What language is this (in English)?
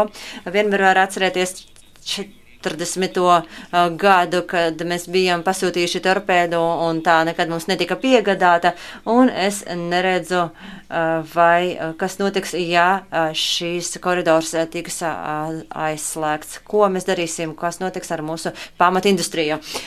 Latvian